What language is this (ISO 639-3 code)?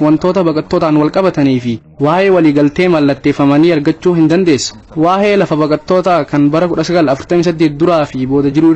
orm